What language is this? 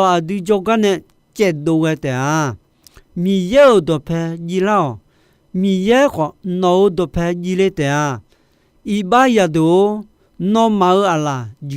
Akha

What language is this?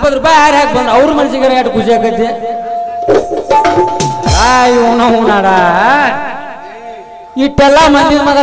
Kannada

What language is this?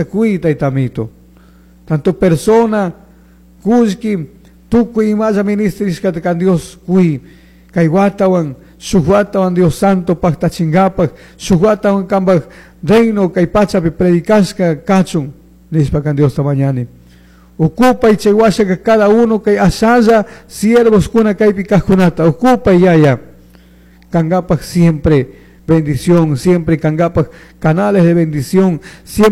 Chimborazo Highland Quichua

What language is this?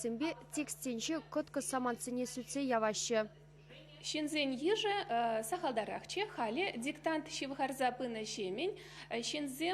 Chuvash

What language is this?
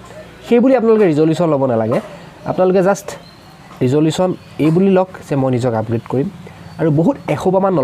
Assamese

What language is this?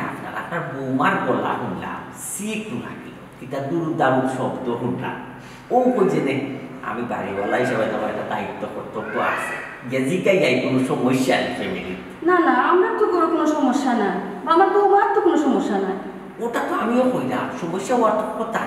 Sylheti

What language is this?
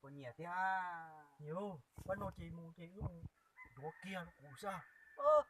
Hmong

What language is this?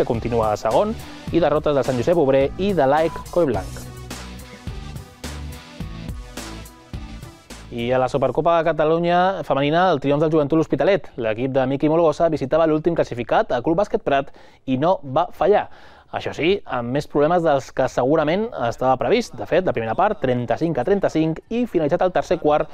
Catalan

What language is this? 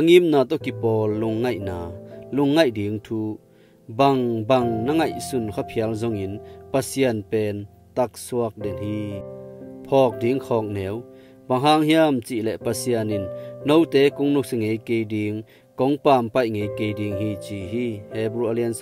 Tedim Chin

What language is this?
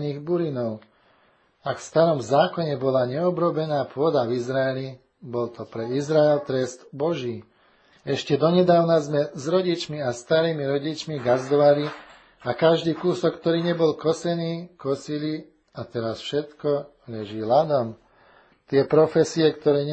Slovak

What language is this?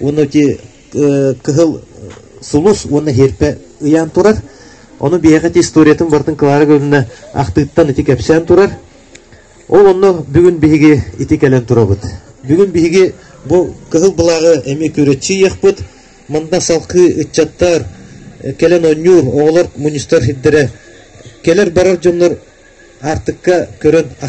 Yakut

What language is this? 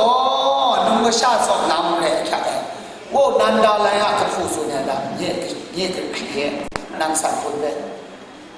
Kachin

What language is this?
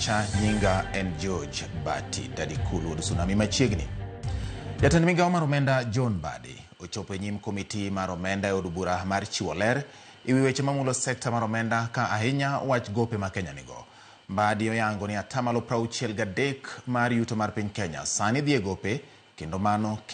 Luo (Kenya and Tanzania)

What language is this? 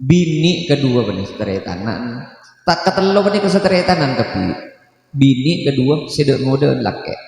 Madurese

